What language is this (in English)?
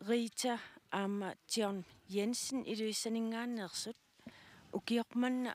Kalaallisut